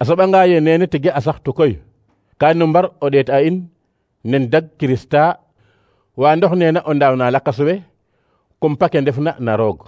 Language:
Serer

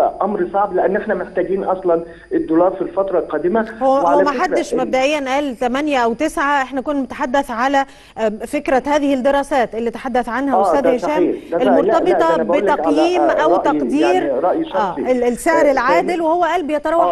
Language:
Egyptian Arabic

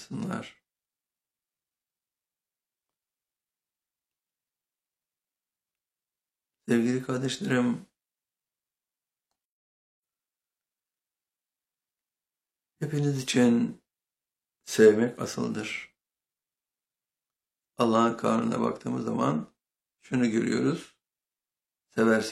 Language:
Turkish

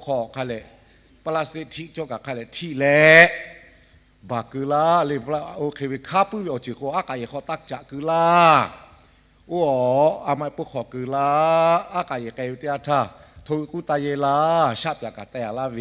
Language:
Lahu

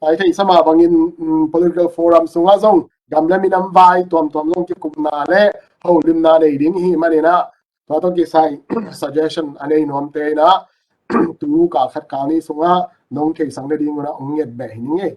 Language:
Tedim Chin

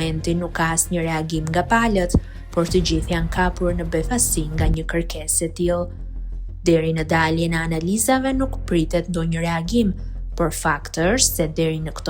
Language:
Albanian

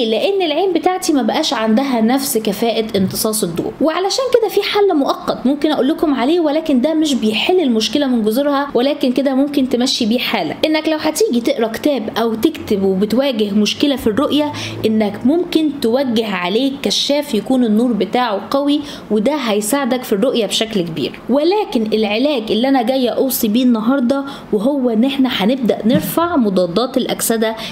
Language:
Egyptian Arabic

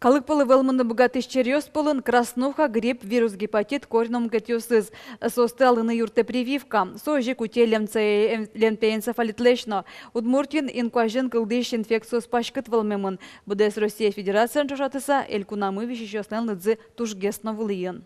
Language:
Udmurt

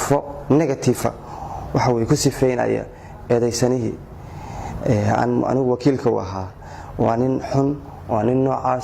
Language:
Somali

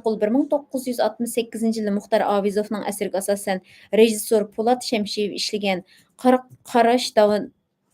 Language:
Uyghur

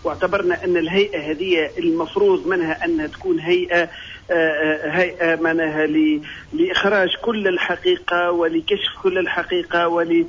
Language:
Tunisian Arabic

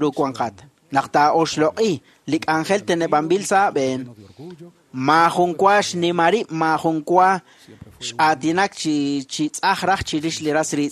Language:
Kekchí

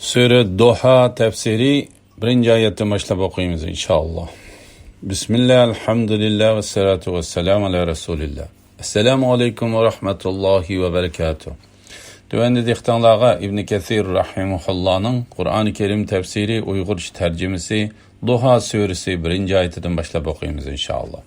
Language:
Uyghur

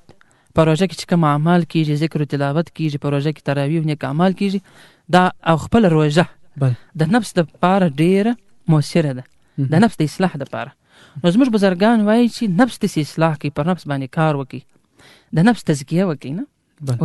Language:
Pashto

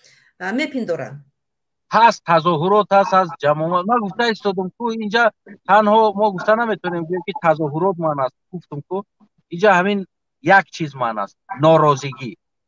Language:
Tajik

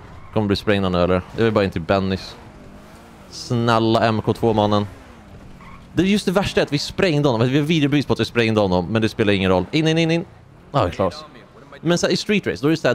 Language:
Swedish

